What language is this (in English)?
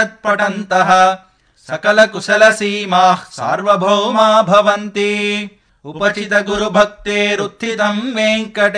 Sanskrit